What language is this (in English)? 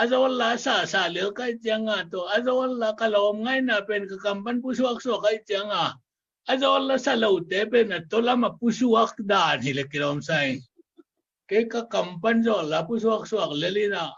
Tedim Chin